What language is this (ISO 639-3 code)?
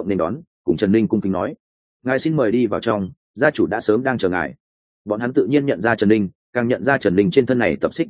vie